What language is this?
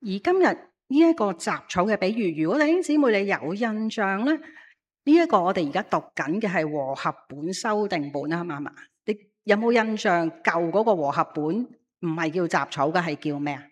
Cantonese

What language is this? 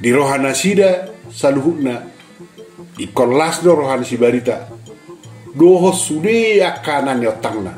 Batak Toba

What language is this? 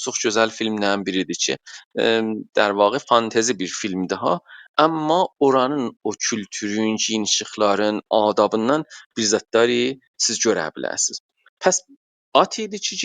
South Azerbaijani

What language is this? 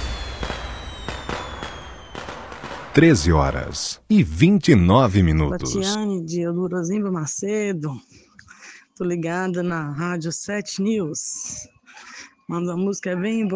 Portuguese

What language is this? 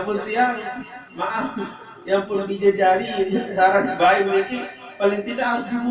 Sasak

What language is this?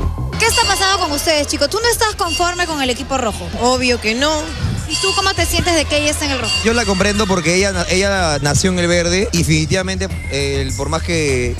Spanish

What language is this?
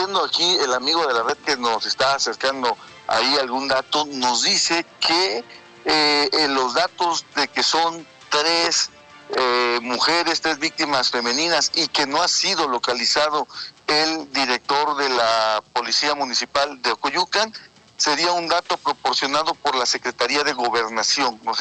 Spanish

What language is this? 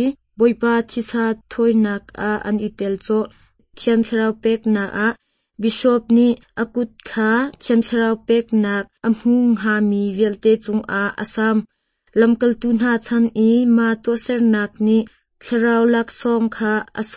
Hakha Chin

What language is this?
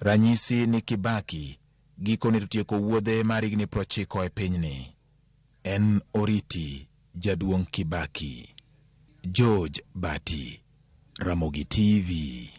Luo (Kenya and Tanzania)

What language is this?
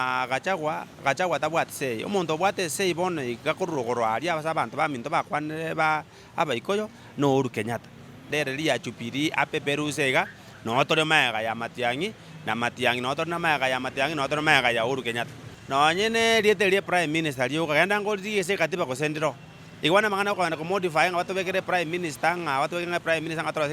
Gusii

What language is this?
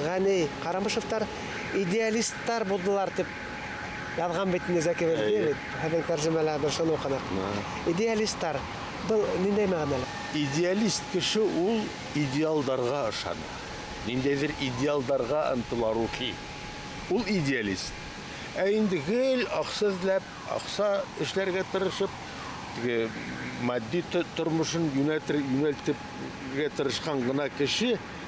Bashkir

